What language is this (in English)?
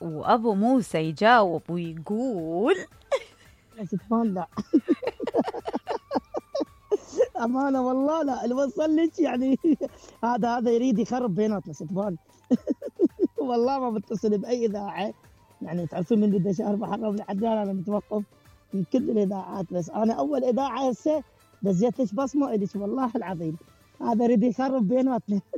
Mesopotamian Arabic